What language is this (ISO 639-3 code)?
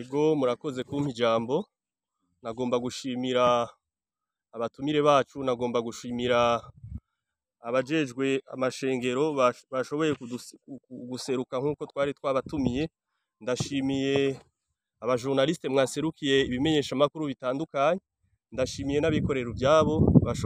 run